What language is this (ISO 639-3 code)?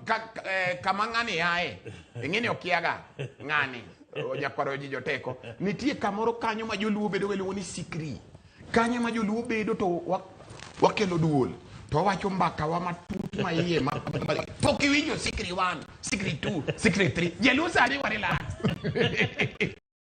luo